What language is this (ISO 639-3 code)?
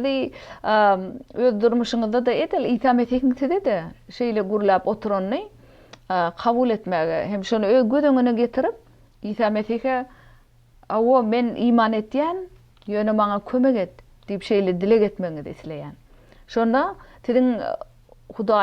tuk